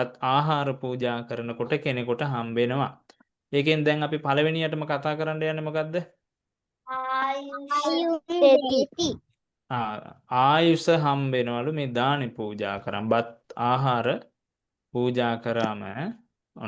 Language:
Sinhala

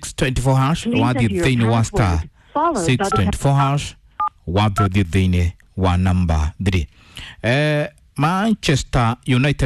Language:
Kikuyu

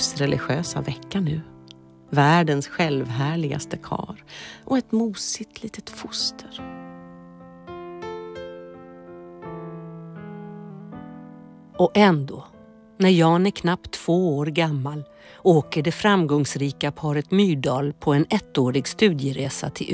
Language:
Swedish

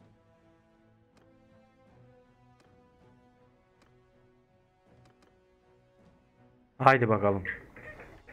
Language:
Turkish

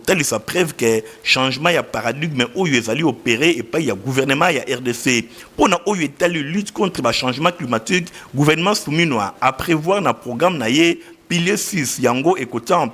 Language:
Lingala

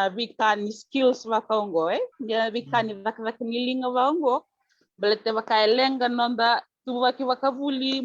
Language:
Fijian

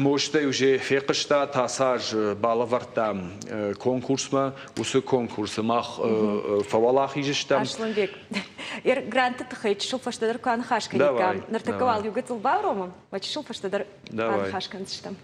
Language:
Ossetic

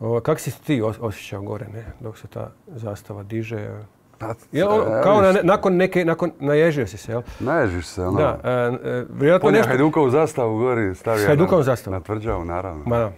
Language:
Croatian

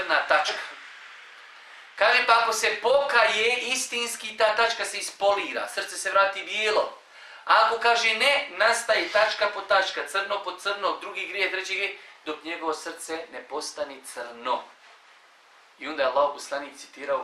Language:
Bosnian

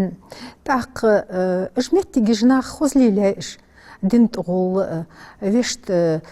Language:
Ingush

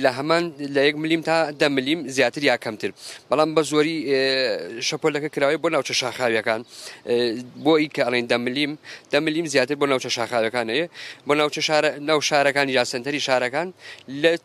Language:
Central Kurdish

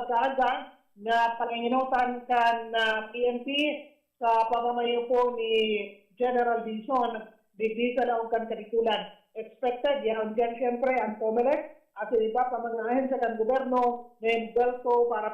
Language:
Bikol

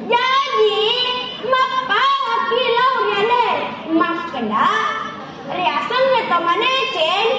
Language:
Buginese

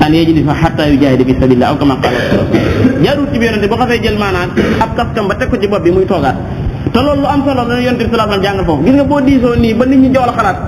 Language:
Wolof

